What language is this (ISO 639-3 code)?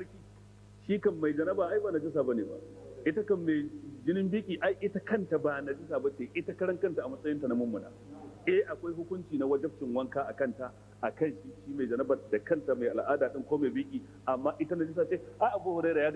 hau